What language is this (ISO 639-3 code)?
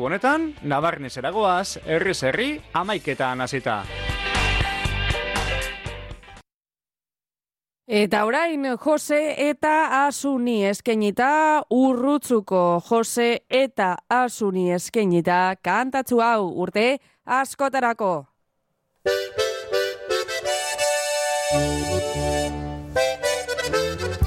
eus